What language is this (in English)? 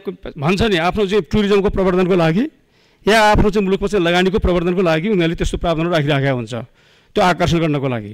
Nepali